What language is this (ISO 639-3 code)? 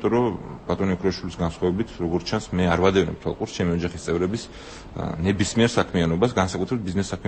kat